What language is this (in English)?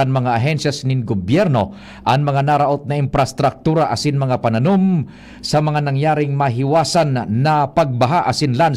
Bikol